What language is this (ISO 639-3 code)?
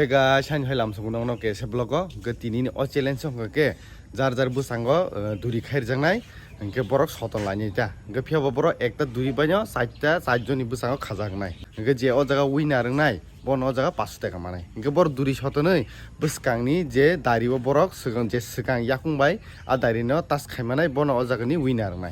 trp